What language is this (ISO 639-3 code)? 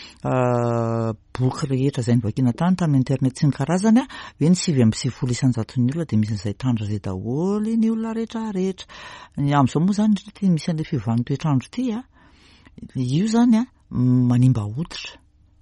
mlg